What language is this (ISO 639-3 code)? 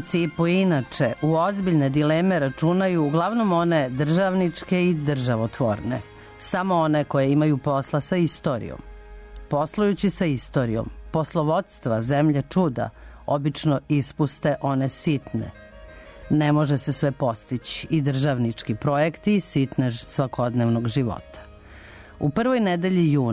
srp